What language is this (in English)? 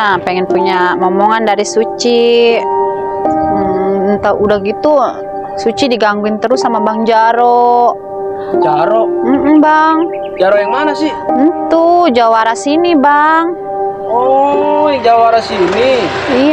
Betawi